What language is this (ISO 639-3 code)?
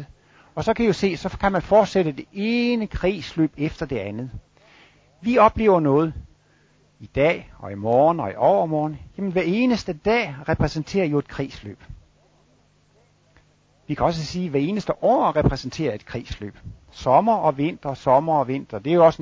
dan